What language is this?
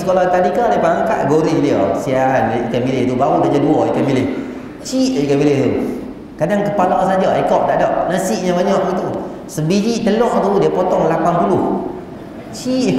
Malay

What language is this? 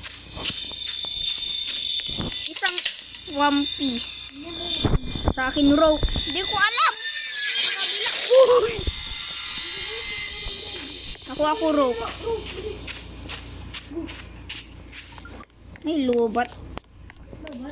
Filipino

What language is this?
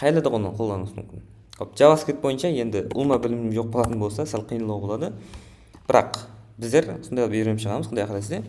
Kara-Kalpak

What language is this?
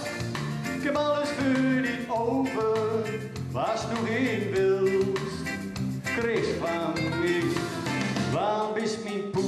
Gronings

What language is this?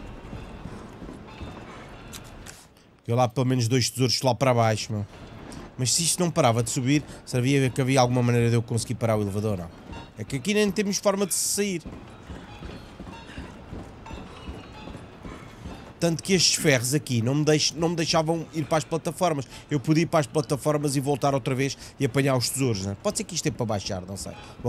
Portuguese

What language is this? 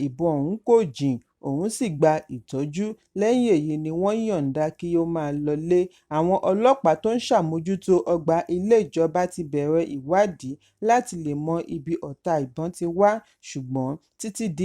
Yoruba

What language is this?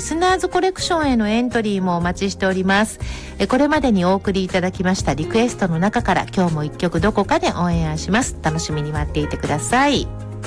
Japanese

